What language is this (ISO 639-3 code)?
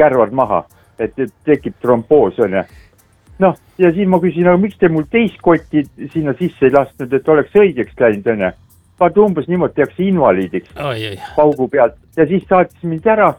est